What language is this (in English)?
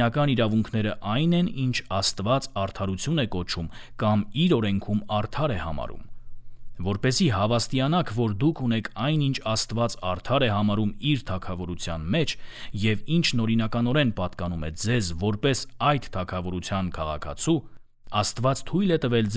Armenian